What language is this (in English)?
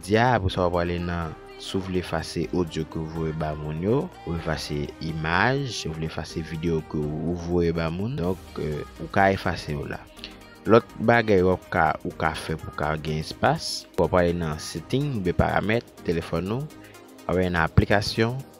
Haitian Creole